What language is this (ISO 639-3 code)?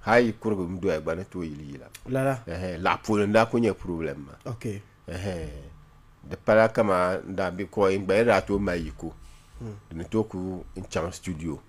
dag